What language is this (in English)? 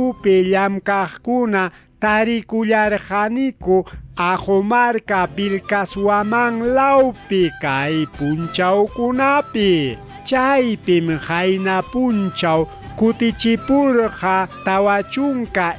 Ayacucho Quechua